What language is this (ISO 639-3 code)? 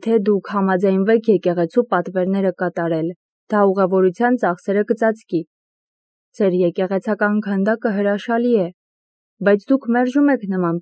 hye